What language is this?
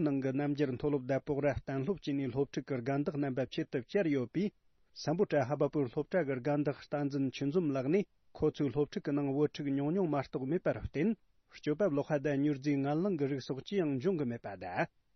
Tibetan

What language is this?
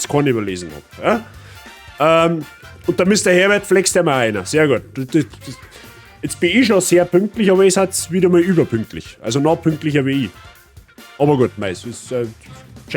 Bavarian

